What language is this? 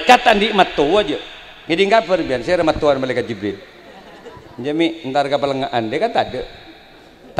Madurese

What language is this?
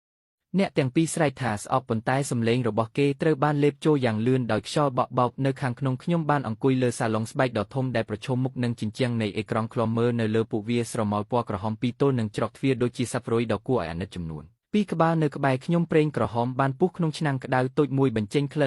Khmer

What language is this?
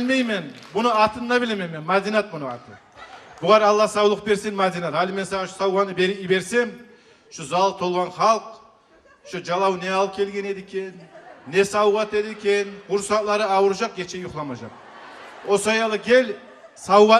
Kumyk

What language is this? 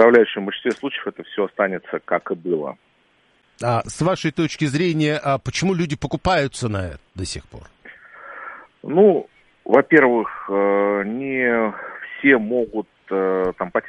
Russian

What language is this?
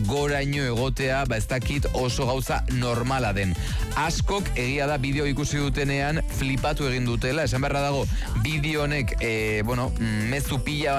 Basque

